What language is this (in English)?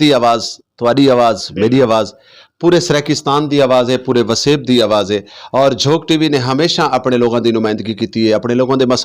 Saraiki